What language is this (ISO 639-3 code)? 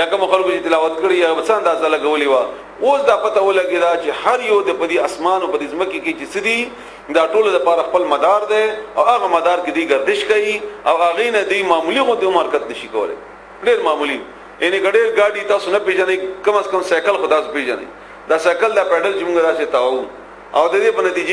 pus